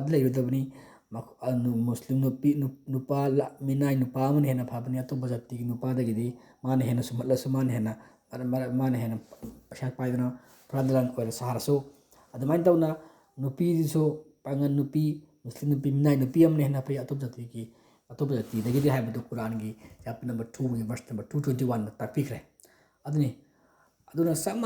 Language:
Manipuri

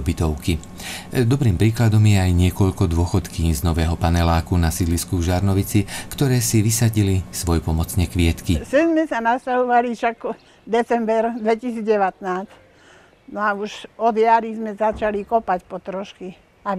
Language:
Slovak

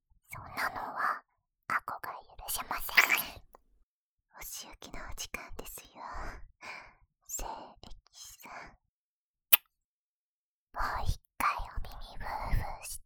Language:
Japanese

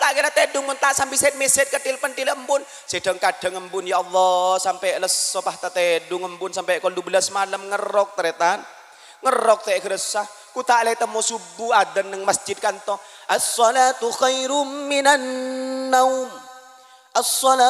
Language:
Madurese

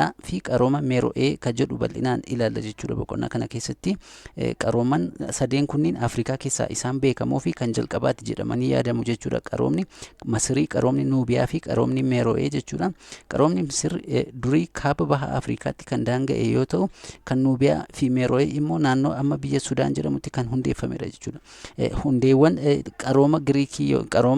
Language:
Oromo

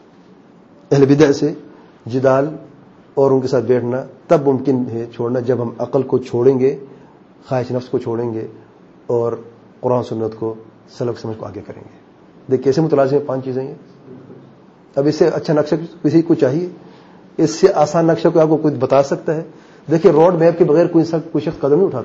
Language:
Urdu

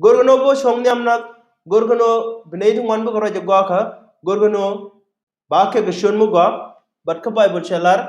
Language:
Nuer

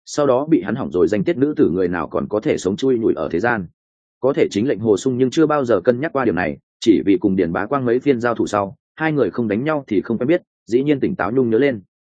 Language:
Vietnamese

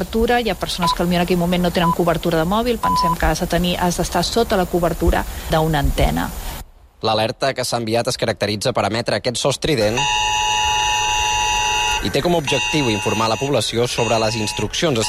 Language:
Catalan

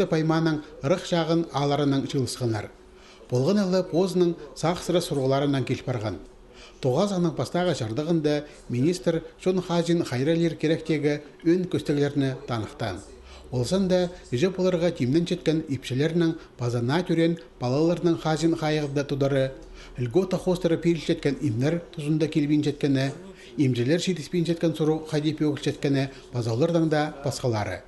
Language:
Khakas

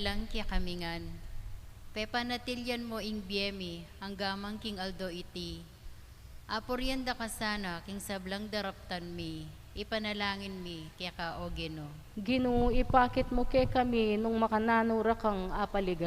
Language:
Pampanga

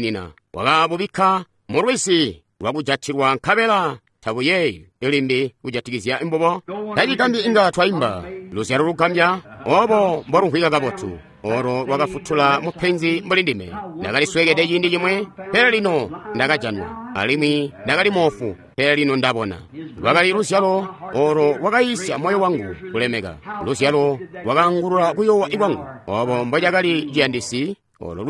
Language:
Tonga (Zambia)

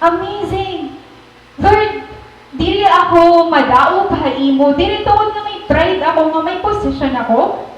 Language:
Waray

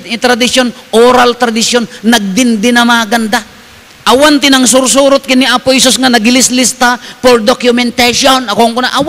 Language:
Iloko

